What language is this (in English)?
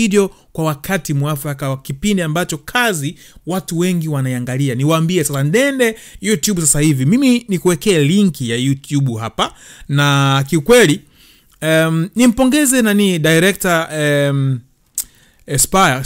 Swahili